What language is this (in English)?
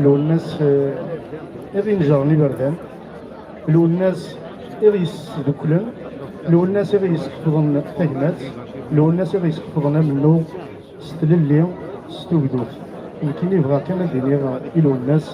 Kabyle